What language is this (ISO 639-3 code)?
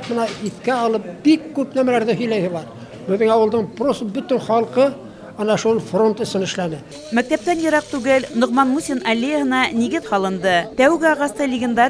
bak